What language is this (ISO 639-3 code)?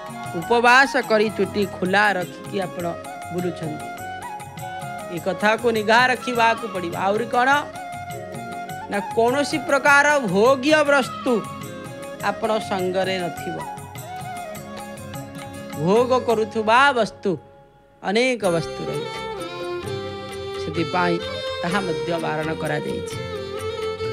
ori